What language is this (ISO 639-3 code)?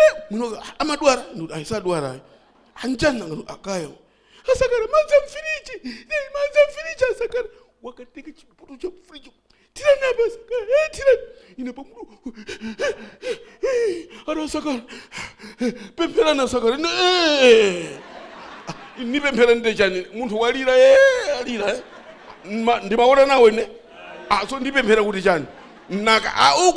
nya